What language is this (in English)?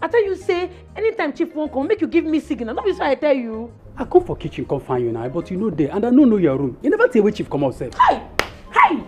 Nigerian Pidgin